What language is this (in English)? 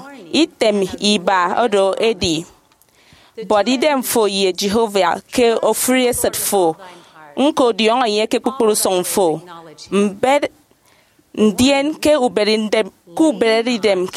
Efik